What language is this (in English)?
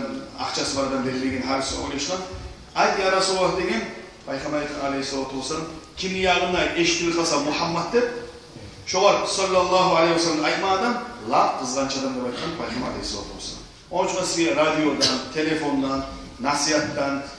Kumyk